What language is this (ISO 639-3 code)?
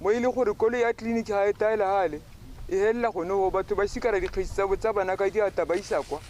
tsn